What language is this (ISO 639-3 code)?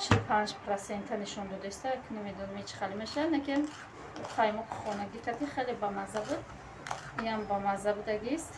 tgk